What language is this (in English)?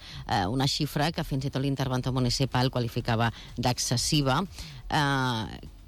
Catalan